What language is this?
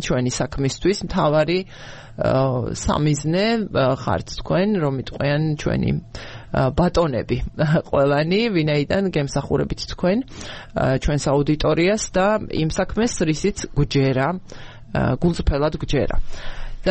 Georgian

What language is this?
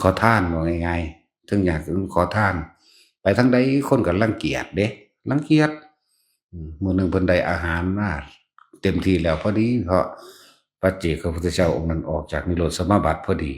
Northeastern Thai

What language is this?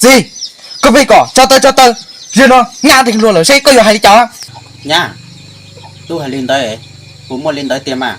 Hmong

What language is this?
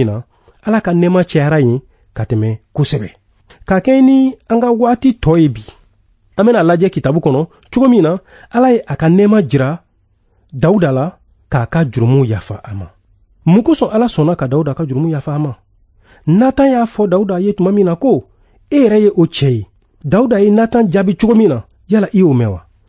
Bambara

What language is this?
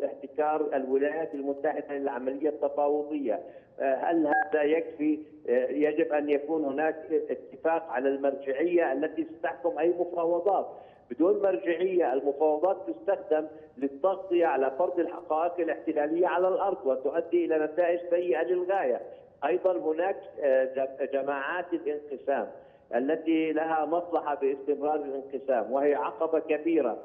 Arabic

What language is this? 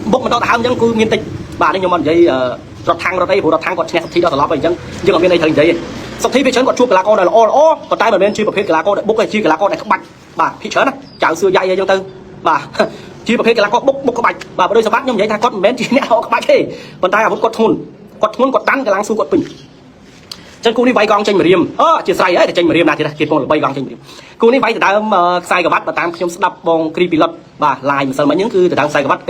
Khmer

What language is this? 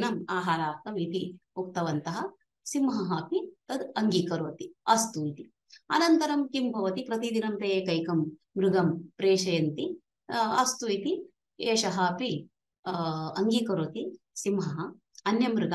Sanskrit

